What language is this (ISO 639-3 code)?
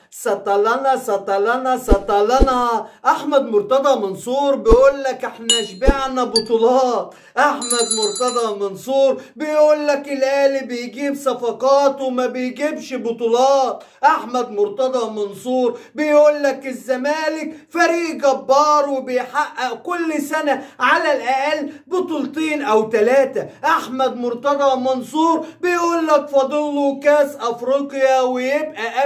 arz